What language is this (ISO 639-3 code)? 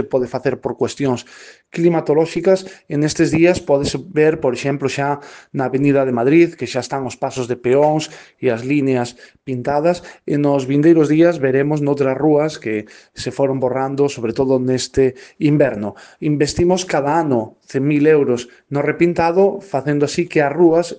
glg